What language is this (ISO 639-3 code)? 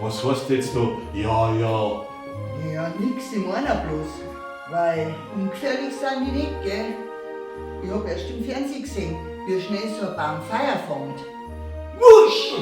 bar